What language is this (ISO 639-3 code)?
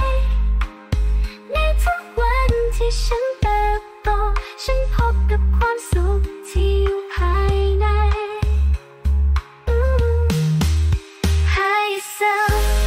tha